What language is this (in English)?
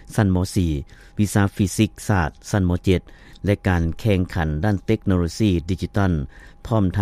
Lao